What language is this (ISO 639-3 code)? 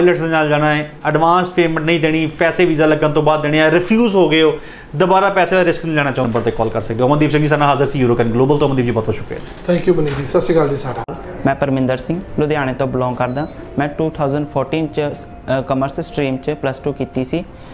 pan